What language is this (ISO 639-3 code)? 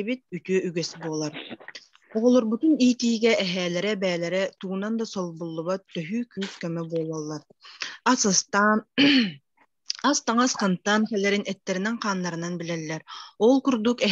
sah